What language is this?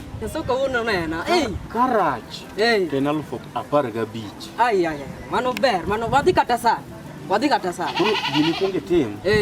Luo (Kenya and Tanzania)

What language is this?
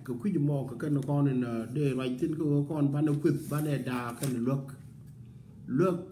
Nuer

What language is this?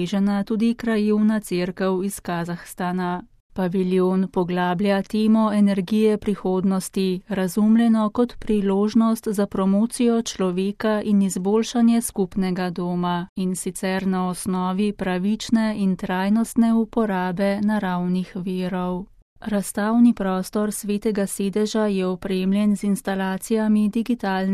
Slovenian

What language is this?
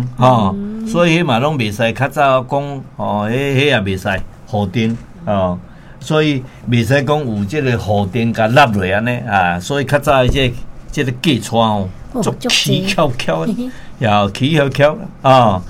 Min Nan Chinese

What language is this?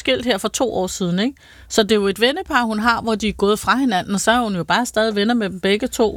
Danish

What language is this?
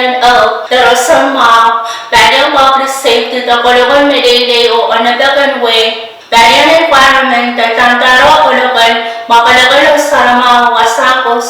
Pohnpeian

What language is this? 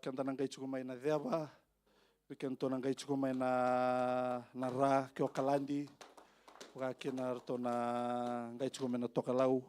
Fijian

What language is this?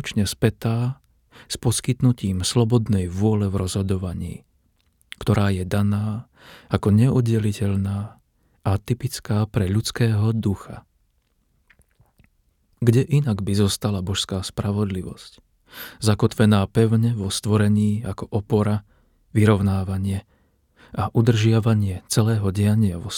Slovak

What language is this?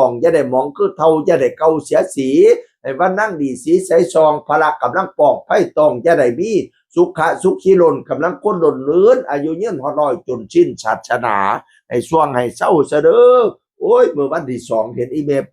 Northeastern Thai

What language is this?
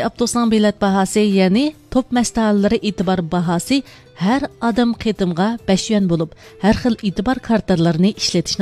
Uyghur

